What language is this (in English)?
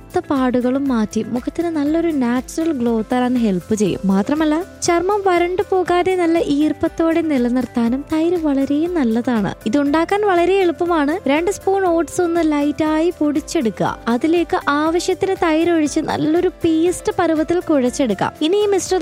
Malayalam